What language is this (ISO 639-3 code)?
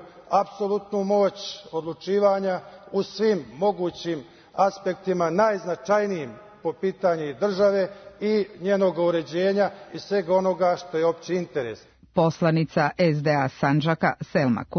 srp